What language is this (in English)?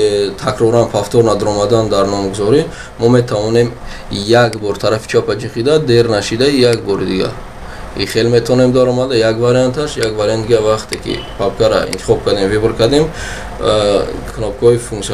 Tajik